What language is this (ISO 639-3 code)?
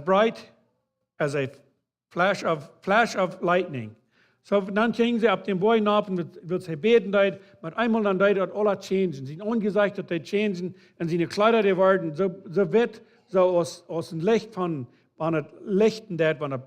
pdt